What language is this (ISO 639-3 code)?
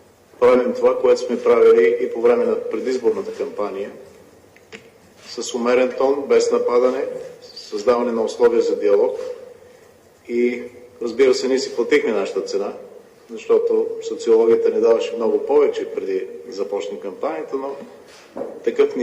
bul